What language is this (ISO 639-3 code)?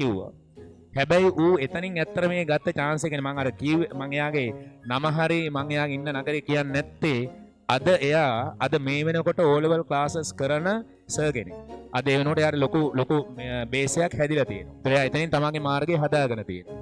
sin